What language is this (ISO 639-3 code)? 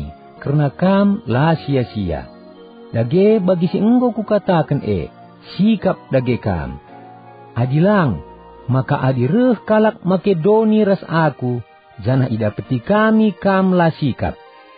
btx